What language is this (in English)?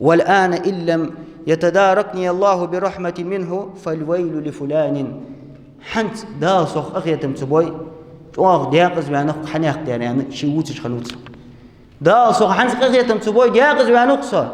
Ingush